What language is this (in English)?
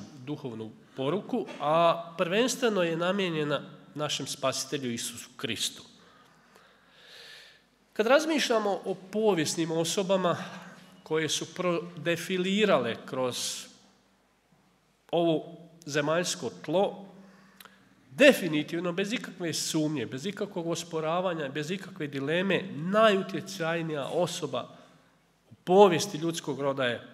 Croatian